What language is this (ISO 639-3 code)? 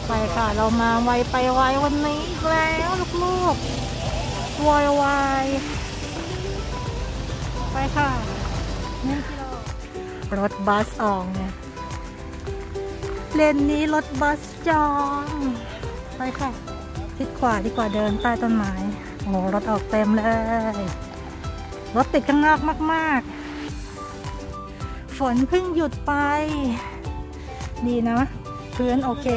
tha